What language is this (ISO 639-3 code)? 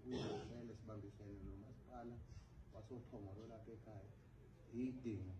zul